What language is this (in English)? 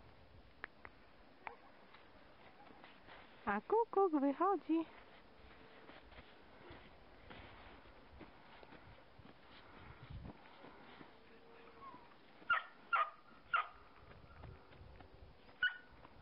Polish